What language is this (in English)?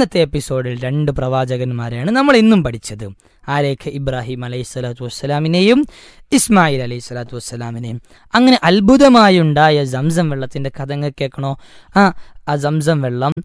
Malayalam